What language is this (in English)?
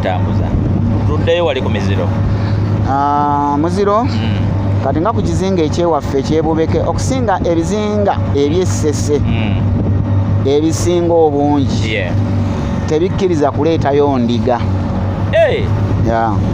Ganda